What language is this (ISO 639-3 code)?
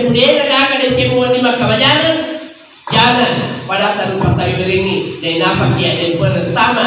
bug